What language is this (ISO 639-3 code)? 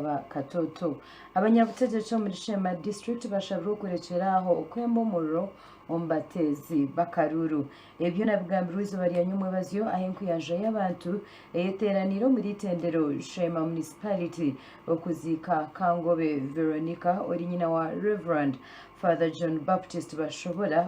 nyn